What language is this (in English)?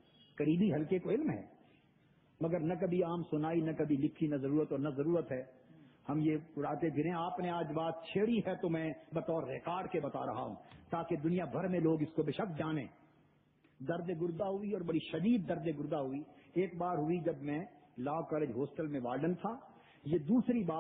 Urdu